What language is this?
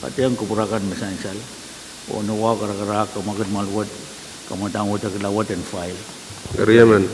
Pohnpeian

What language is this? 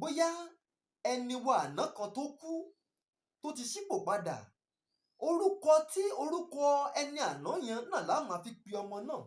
Yoruba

